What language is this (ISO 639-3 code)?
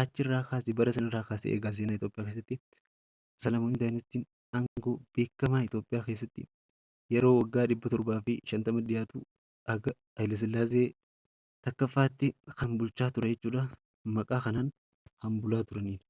orm